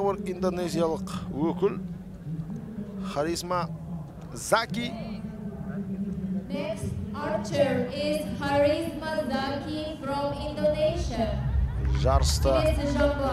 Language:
Kazakh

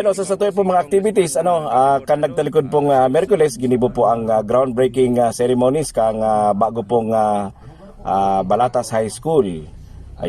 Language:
Bikol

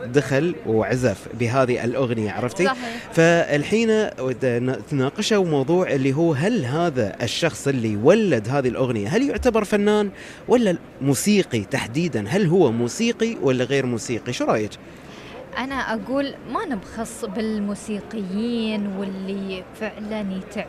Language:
Gulf Arabic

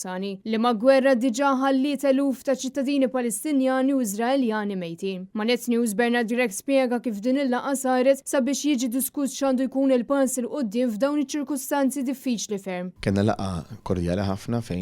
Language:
Maltese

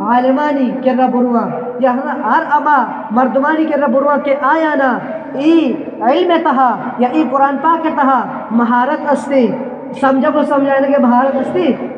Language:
Eastern Balochi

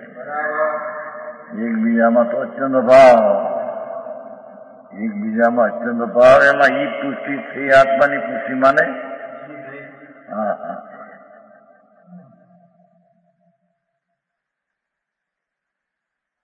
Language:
Gujarati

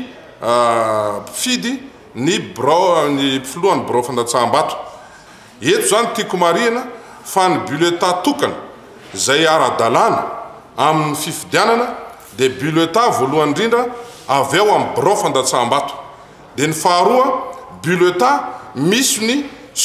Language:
Malagasy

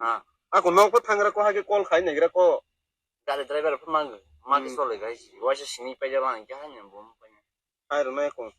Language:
Kok Borok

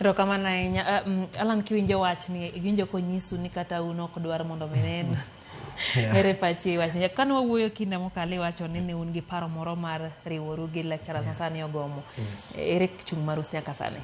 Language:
Luo (Kenya and Tanzania)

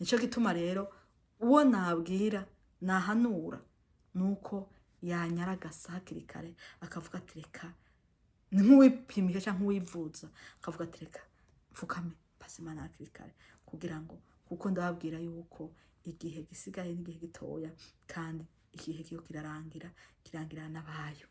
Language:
Rundi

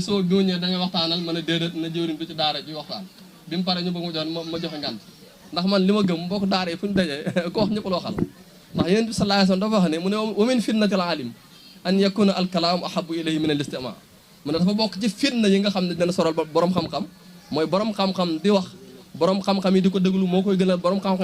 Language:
Wolof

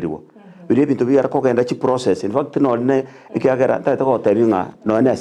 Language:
Gusii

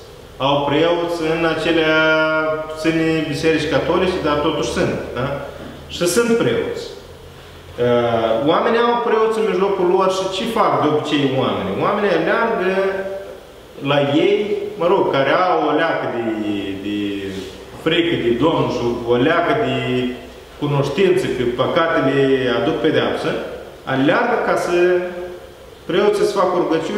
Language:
Romanian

